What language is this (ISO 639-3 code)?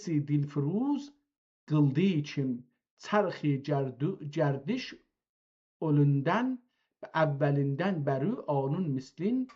azb